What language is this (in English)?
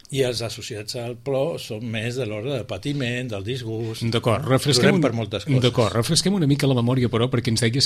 Catalan